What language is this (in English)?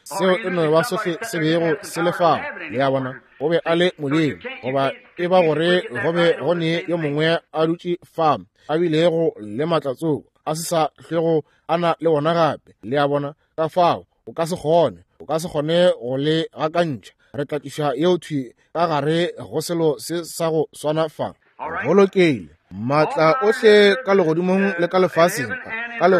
Northern Sotho